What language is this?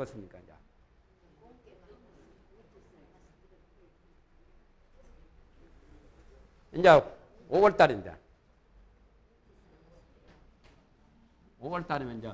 Korean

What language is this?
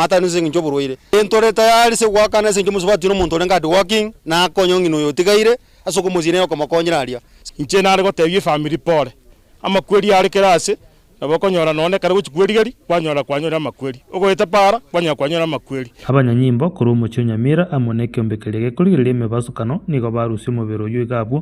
Gusii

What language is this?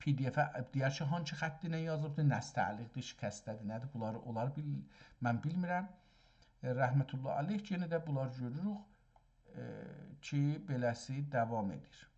South Azerbaijani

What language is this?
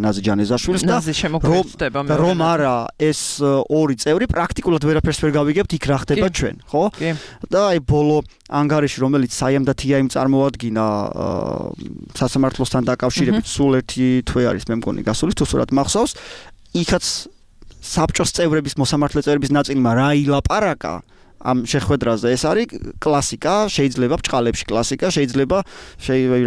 Georgian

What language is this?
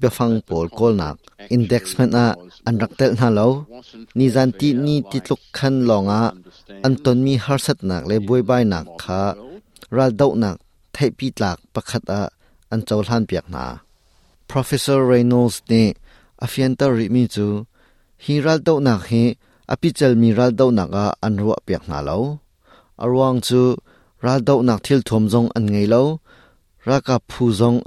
Hakha Chin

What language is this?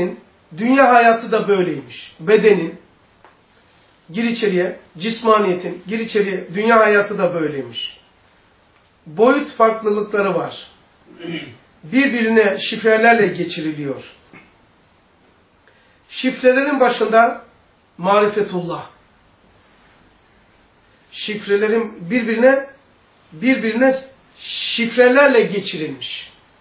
Turkish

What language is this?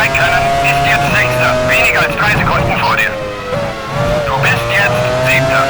Bavarian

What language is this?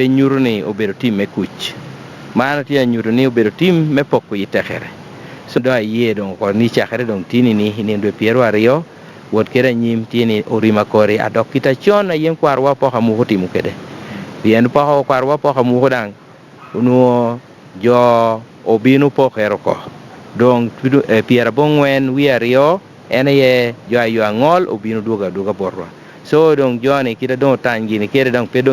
Lango (Uganda)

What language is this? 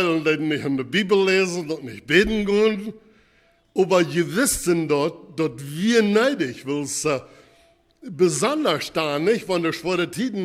Plautdietsch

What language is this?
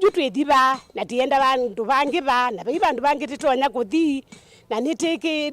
Kamba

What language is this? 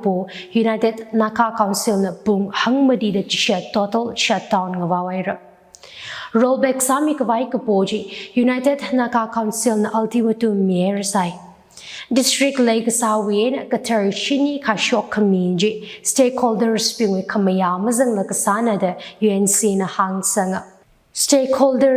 Tangkhul Naga (India)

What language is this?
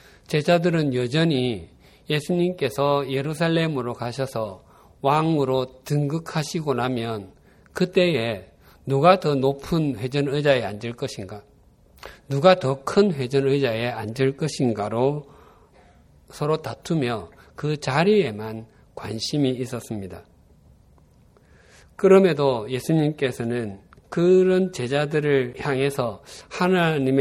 Korean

